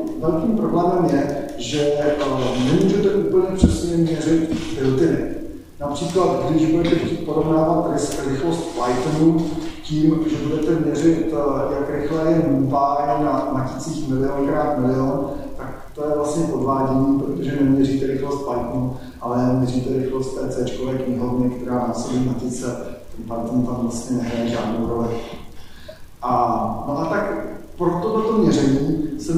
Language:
Czech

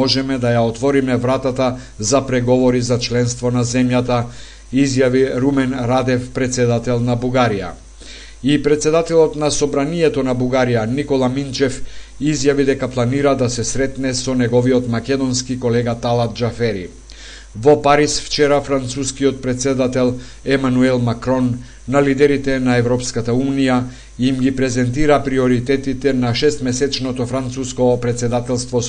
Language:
Macedonian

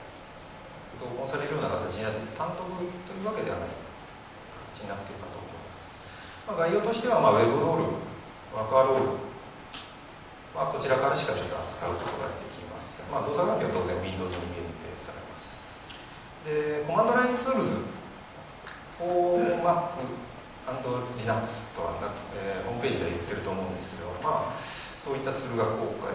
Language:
Japanese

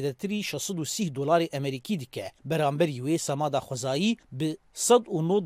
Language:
Kurdish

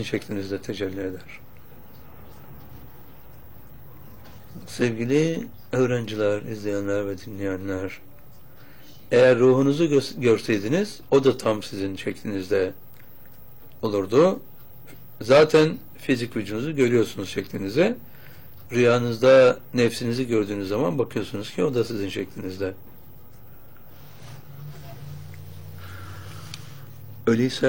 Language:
Turkish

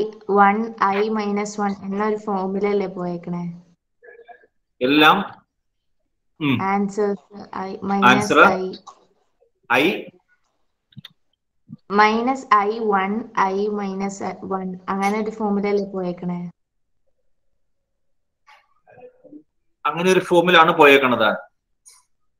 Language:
Malayalam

